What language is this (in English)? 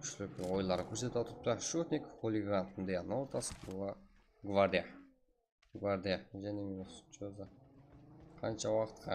Kara-Kalpak